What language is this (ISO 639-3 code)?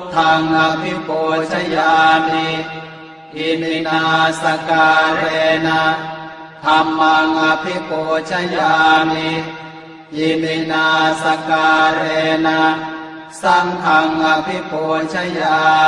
pli